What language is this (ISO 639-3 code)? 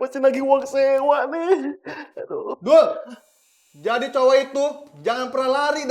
bew